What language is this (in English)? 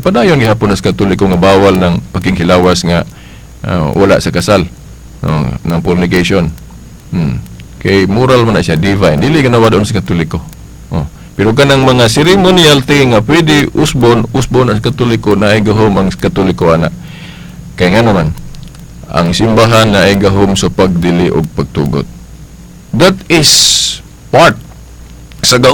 Cebuano